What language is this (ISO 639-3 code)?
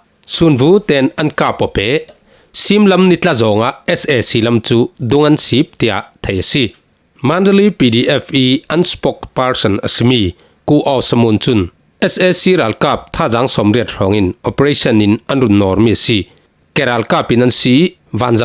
cfm